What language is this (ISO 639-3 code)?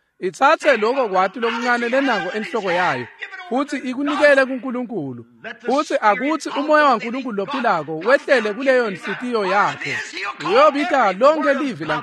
ssw